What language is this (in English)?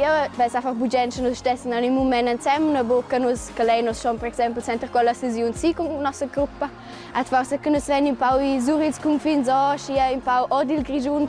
Romansh